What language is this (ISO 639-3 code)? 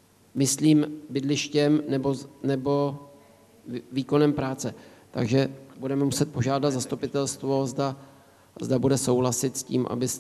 ces